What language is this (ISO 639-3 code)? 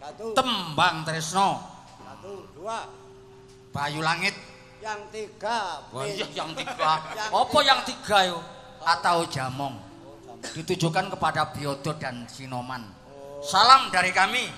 jav